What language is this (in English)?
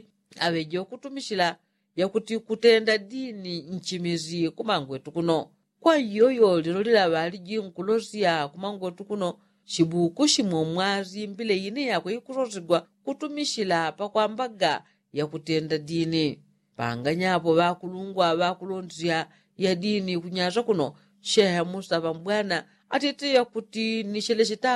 Yao